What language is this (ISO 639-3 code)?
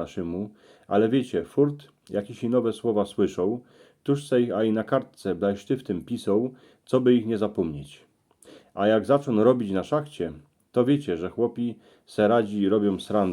szl